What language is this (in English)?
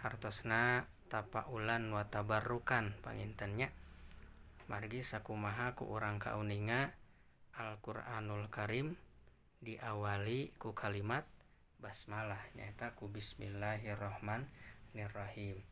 Sundanese